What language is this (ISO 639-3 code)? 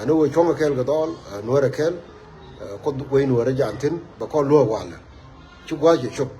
nus